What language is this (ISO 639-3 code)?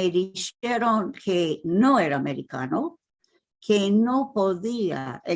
lad